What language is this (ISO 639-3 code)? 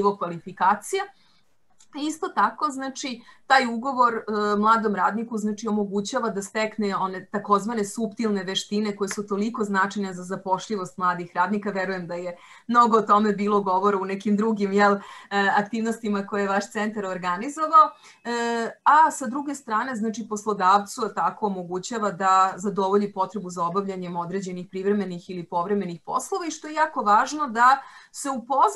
srp